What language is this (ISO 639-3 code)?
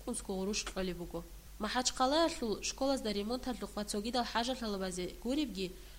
ava